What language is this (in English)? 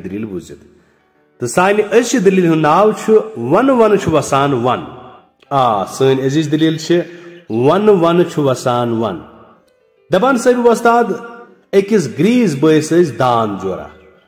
Kashmiri